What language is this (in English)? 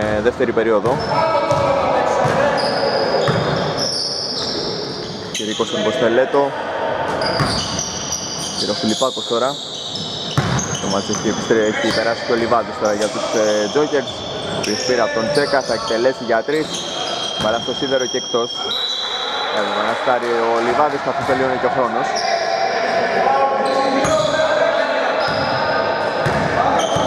Greek